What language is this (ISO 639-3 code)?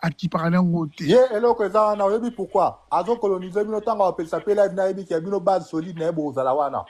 lin